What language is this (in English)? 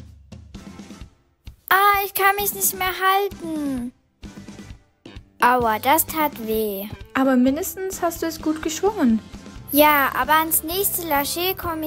German